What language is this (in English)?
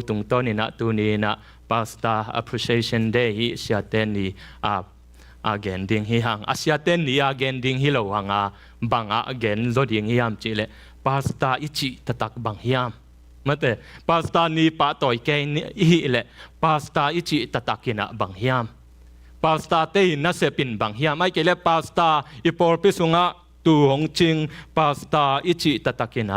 Tedim Chin